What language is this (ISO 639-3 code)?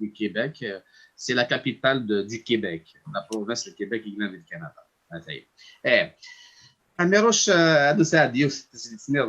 kab